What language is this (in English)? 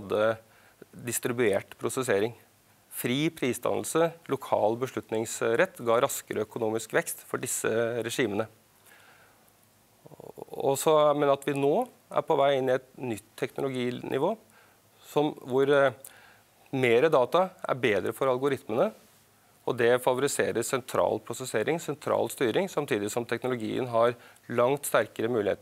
Norwegian